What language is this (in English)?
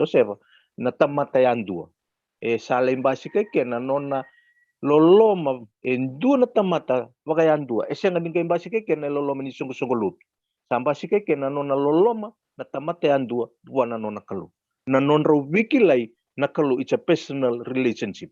Fijian